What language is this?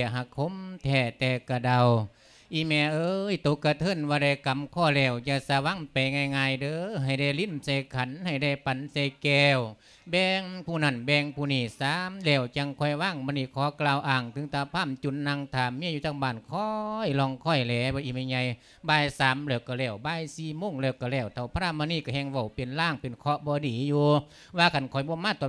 Lao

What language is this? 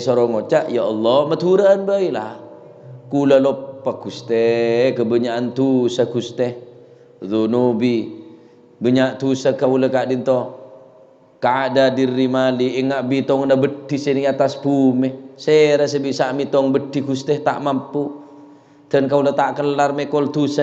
Madurese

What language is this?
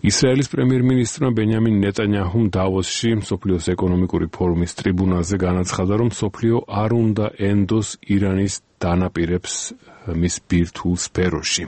Georgian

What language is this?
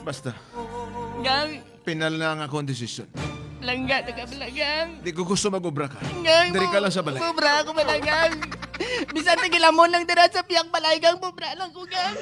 Hiligaynon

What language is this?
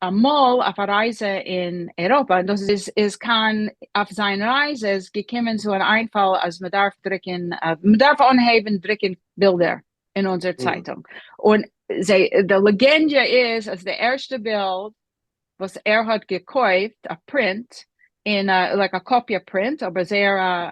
Yiddish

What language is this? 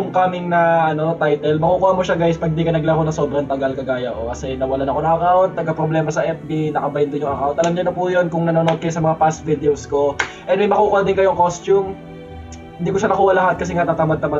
Filipino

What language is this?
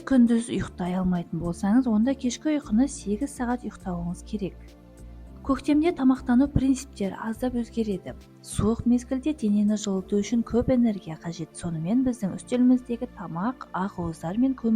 Kazakh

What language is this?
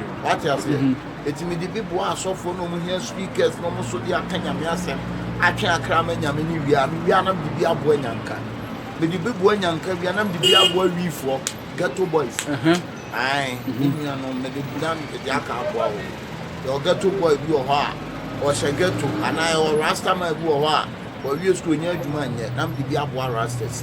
Akan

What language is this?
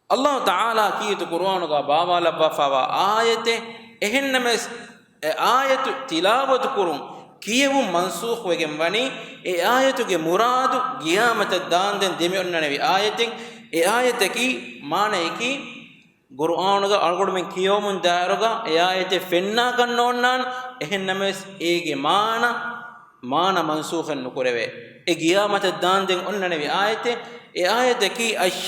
Divehi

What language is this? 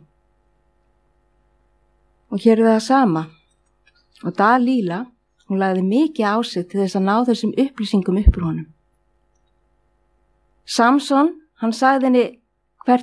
Icelandic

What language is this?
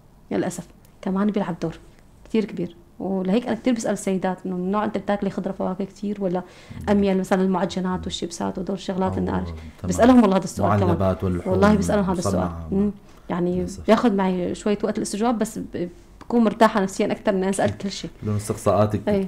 North Levantine Arabic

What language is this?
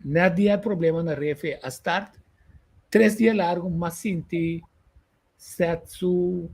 Papiamento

